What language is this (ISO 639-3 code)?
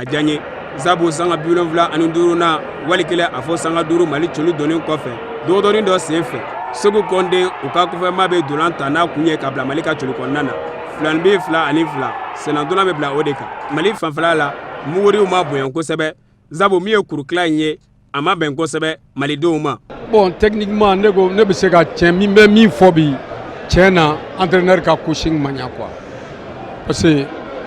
bam